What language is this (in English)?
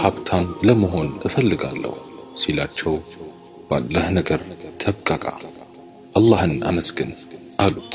Amharic